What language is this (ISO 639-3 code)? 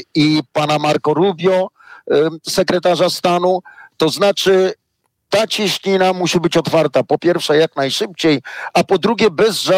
pol